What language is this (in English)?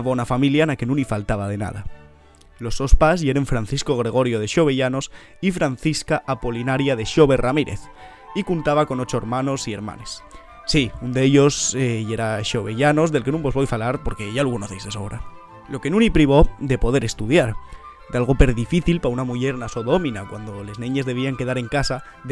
Asturian